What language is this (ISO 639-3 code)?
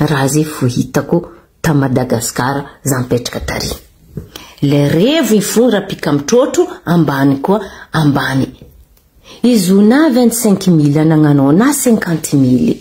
mlg